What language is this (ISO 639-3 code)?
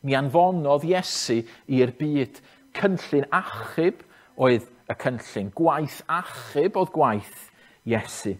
cym